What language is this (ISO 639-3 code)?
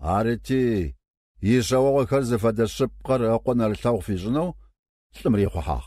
kbd